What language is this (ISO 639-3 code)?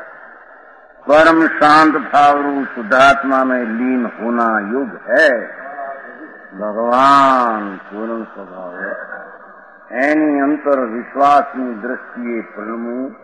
guj